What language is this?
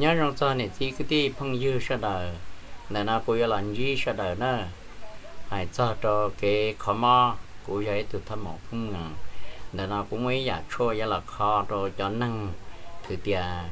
Hmong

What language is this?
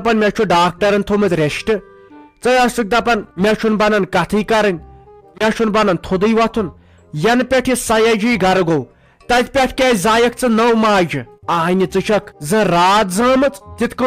Kashmiri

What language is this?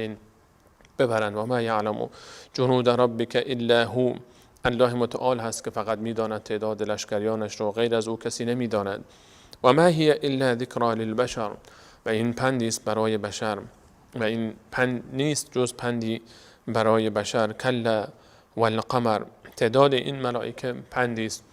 Persian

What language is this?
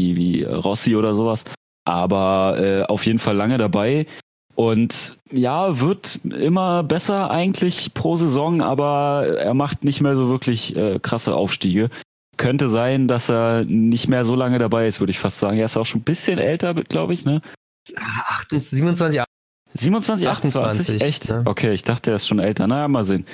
German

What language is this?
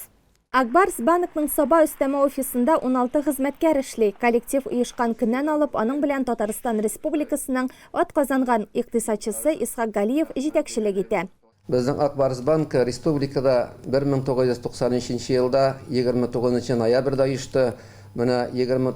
Tatar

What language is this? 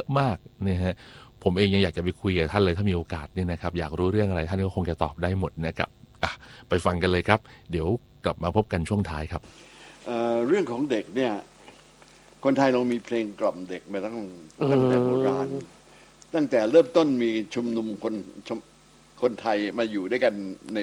Thai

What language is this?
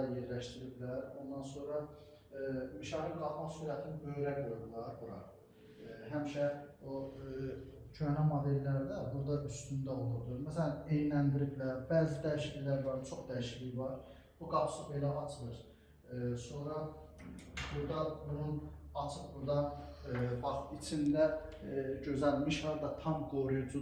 Azerbaijani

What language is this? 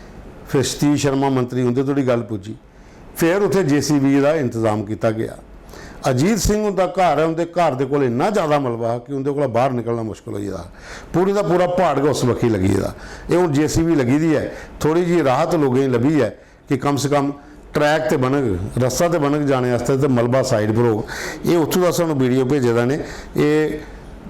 Dogri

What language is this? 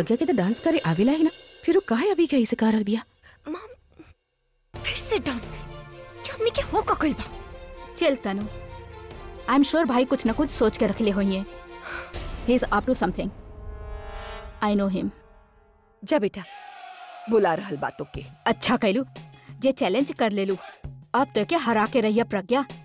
Bhojpuri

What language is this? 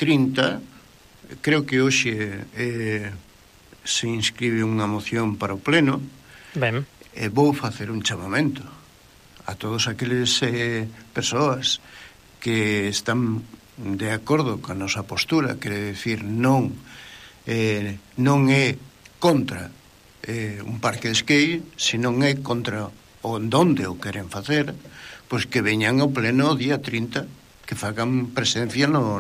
Galician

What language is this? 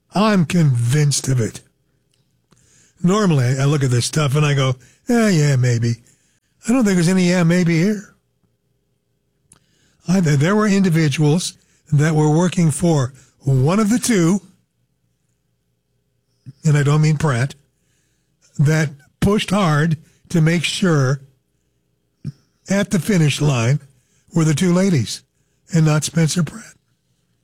English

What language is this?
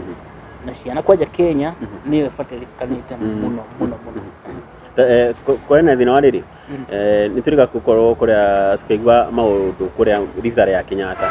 Kikuyu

